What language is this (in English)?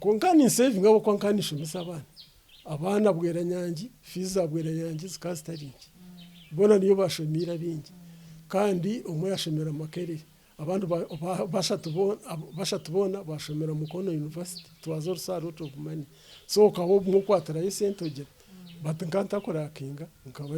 Nyankole